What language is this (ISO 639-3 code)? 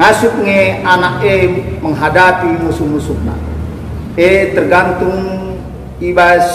btx